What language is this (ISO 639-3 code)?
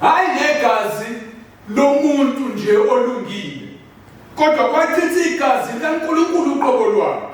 zul